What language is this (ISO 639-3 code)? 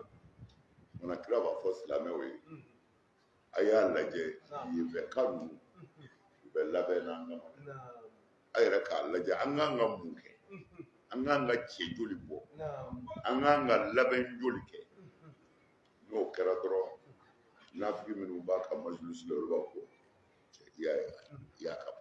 bam